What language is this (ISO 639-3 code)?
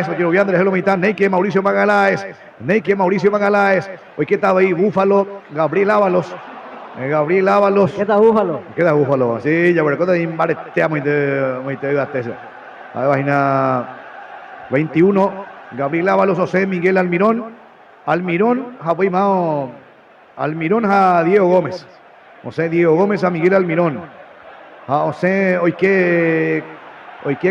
grn